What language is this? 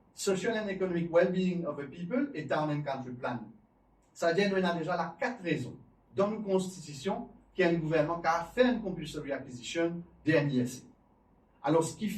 Morisyen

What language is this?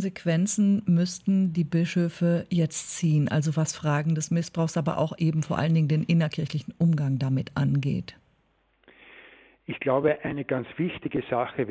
German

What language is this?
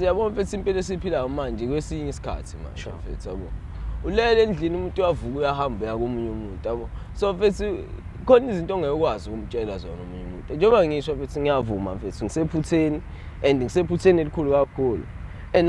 Zulu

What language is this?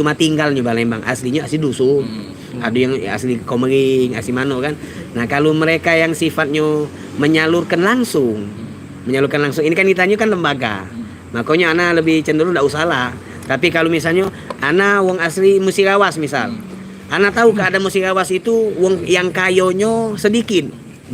Musi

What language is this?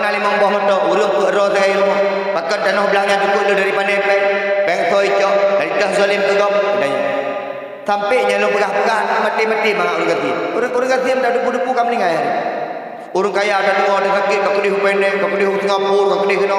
Achinese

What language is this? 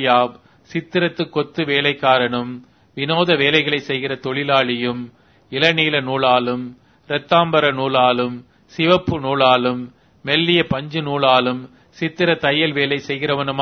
Tamil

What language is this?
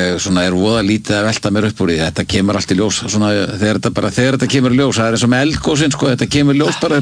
Icelandic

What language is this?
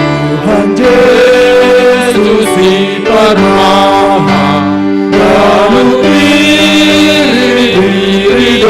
Batak Simalungun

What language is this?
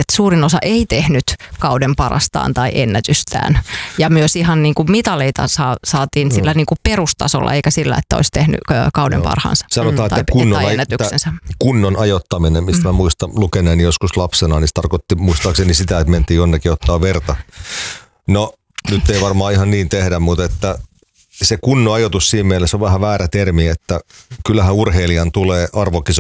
Finnish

